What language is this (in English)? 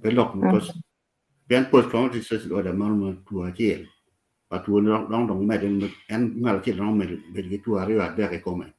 Acoli